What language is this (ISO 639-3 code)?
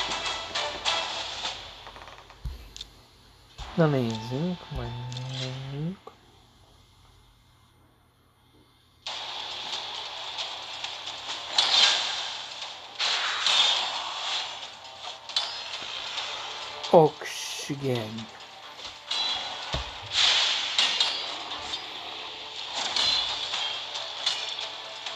hun